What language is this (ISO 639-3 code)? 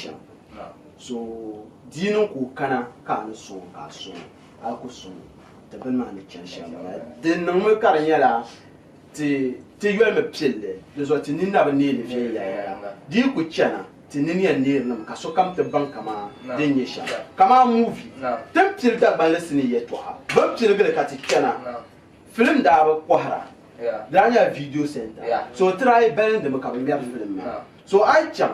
dag